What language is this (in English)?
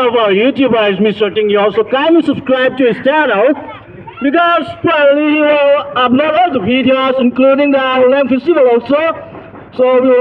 Naga Pidgin